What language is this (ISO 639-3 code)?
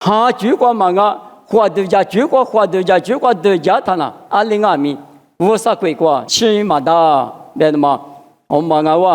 lis